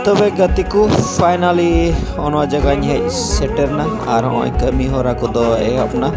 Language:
Santali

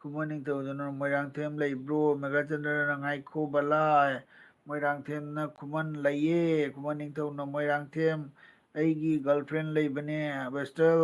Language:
Manipuri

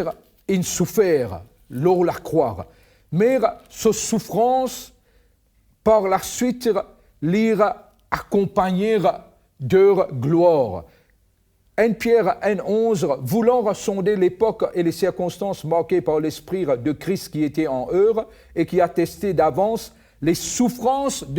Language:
Morisyen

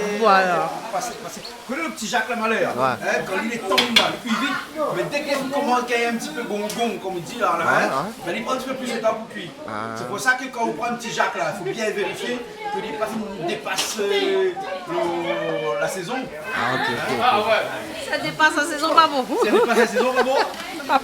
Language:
Réunion Creole French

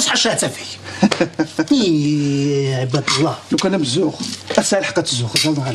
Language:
Kabyle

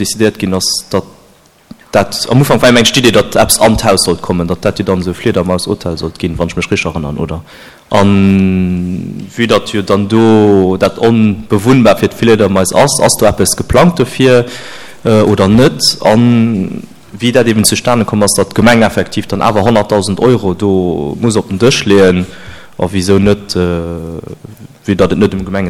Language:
Luxembourgish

